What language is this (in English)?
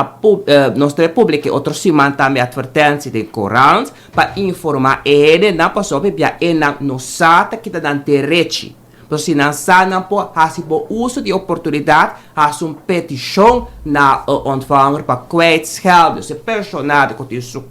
Papiamento